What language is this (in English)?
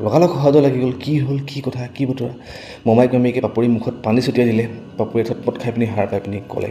Assamese